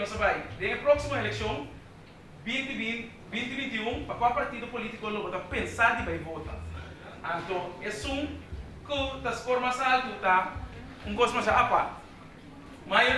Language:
Papiamento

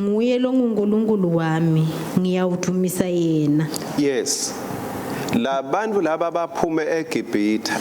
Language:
Swati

